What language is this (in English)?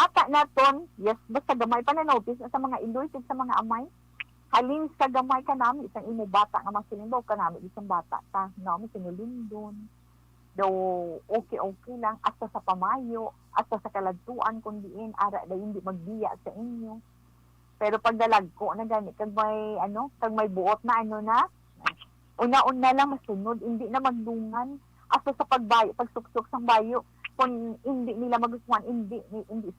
Hiligaynon